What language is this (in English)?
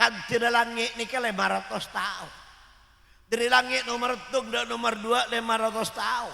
Madurese